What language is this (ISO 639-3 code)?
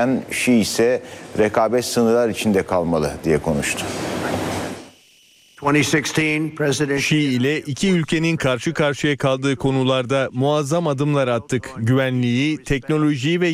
tur